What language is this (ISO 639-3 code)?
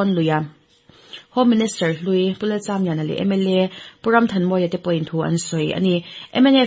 lus